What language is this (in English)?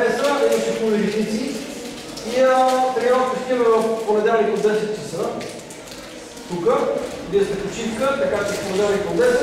Bulgarian